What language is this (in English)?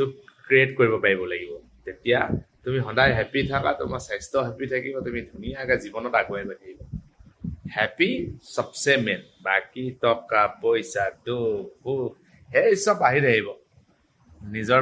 Assamese